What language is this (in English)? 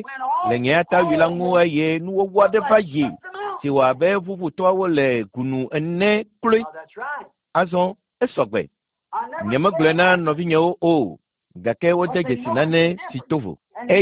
Ewe